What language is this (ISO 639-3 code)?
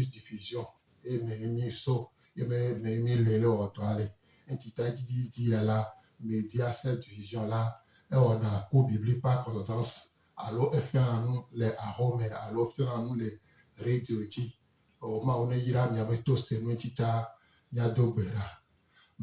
gej